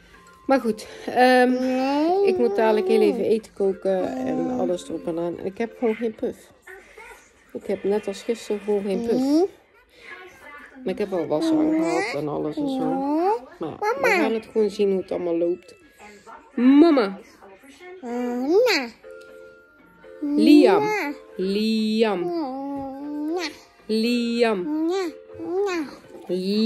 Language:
Dutch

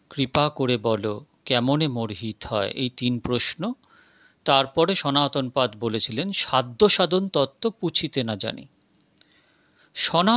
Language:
Bangla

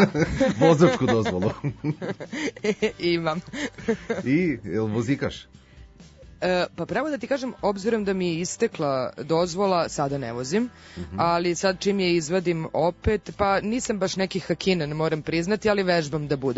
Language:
Serbian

